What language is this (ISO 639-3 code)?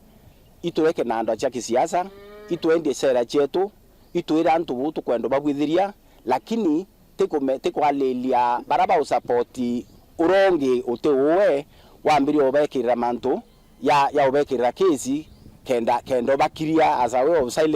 mer